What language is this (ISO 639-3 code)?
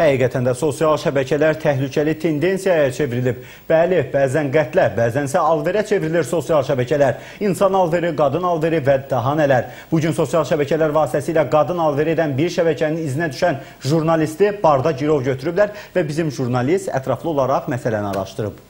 aze